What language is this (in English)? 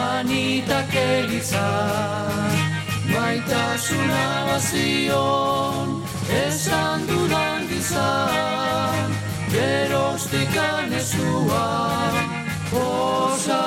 Basque